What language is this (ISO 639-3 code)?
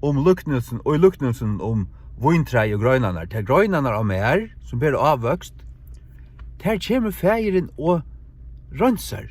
fao